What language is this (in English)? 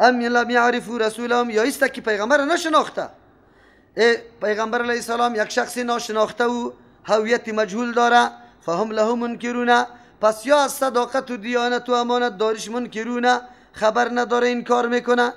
Persian